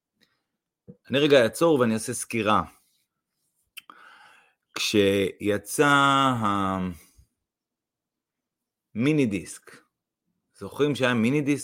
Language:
Hebrew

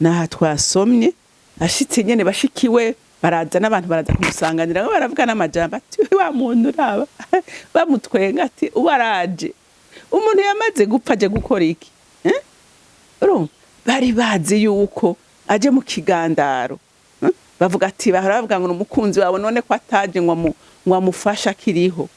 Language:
Rundi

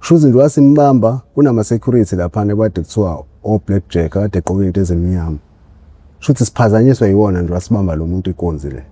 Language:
Zulu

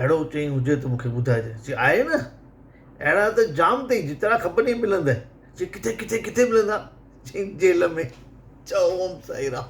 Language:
Sindhi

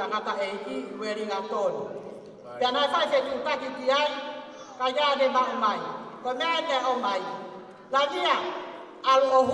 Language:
Tongan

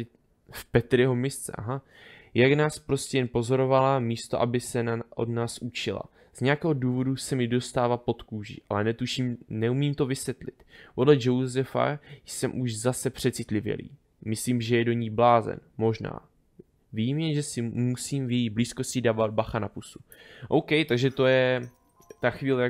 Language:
Czech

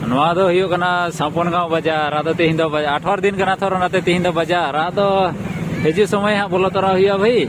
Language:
Santali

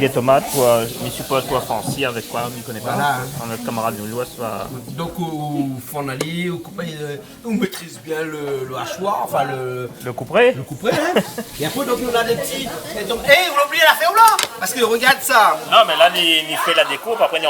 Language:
Réunion Creole French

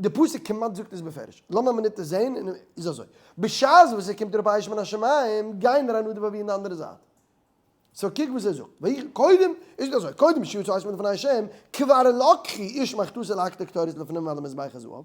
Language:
Yiddish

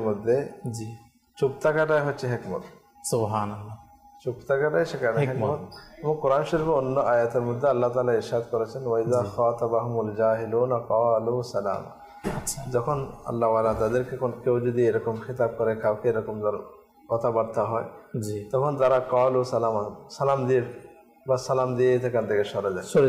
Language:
Bangla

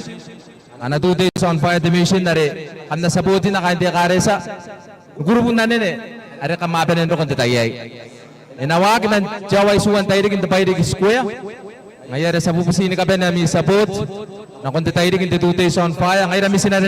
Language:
Gilbertese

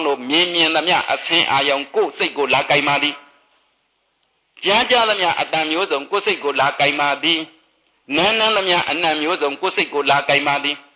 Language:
Burmese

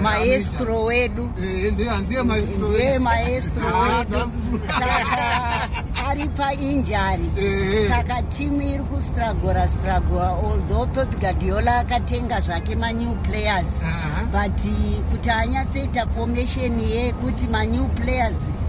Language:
Shona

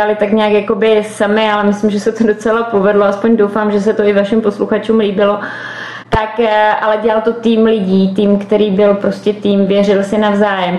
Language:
Czech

